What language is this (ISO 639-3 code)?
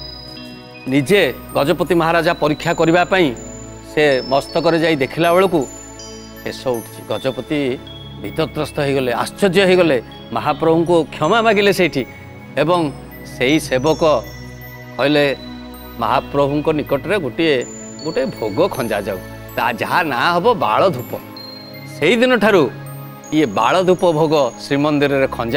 ori